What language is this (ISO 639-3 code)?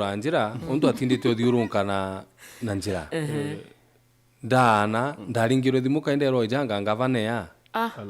mer